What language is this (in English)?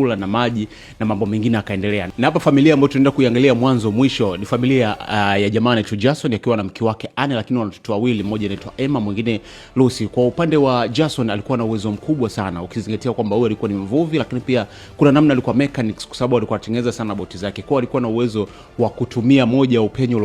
Swahili